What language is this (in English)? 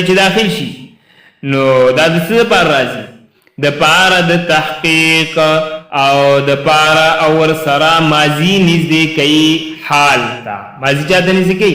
Pashto